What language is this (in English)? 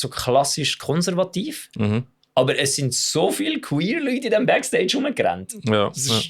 Swiss German